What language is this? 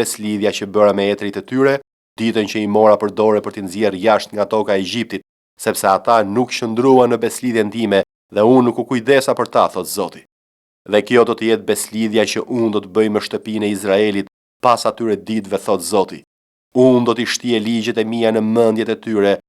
Albanian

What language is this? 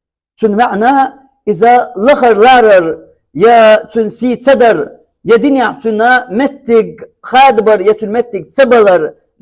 Chechen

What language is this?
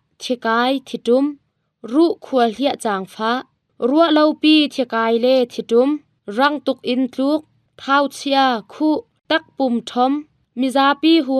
Hakha Chin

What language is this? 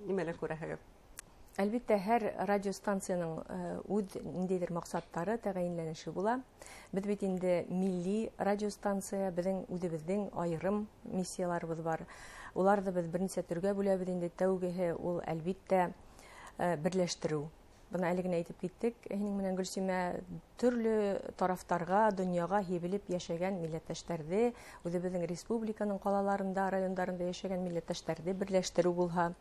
Bashkir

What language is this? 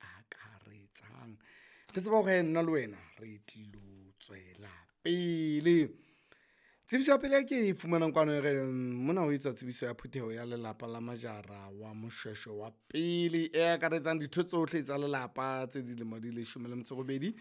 Southern Sotho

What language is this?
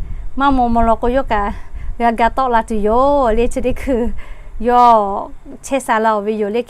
Lahu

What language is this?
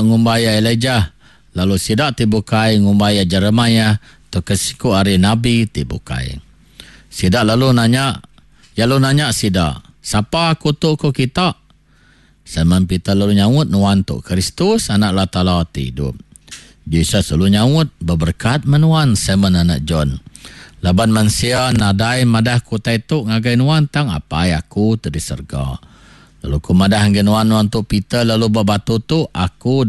Iban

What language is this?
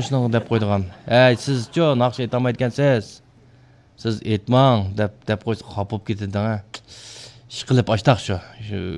Uyghur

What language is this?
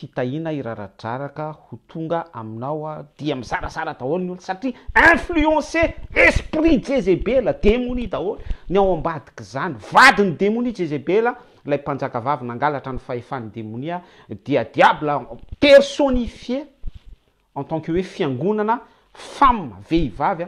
Malagasy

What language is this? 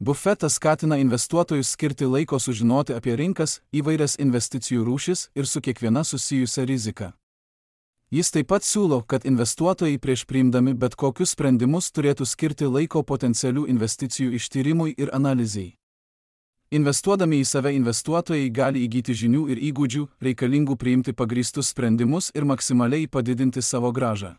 Lithuanian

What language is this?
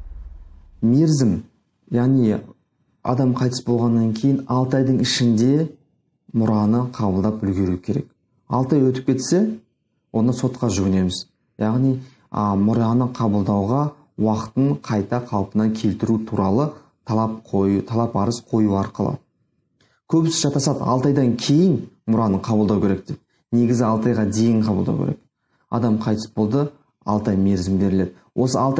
Kazakh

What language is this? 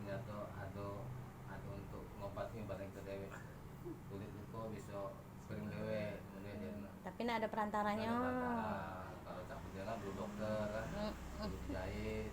Musi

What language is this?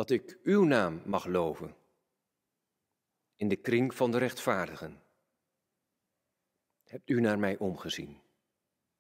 Dutch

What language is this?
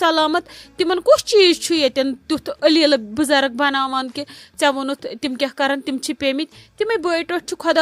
Kashmiri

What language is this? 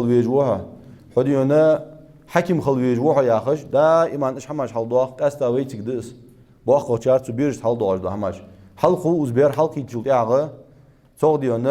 Ingush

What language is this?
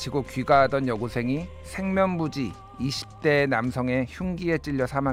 Korean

